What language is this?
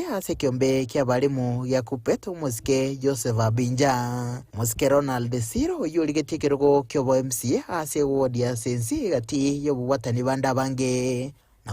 Gusii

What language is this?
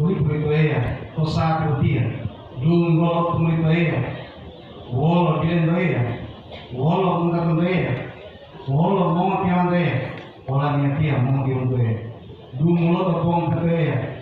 Gorontalo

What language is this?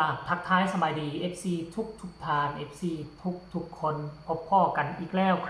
Northeastern Thai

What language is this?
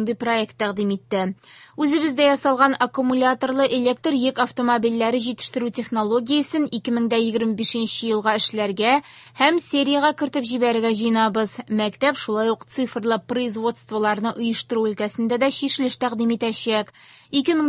Tatar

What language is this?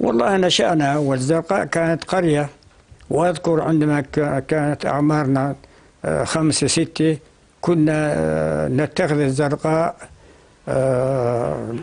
North Levantine Arabic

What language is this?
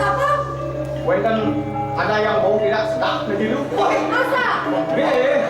Balinese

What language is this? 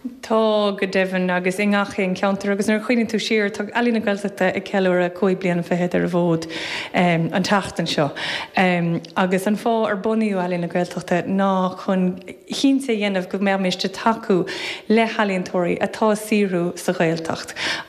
Irish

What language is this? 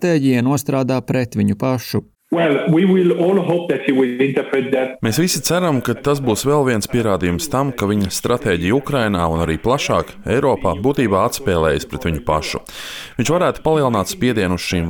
Latvian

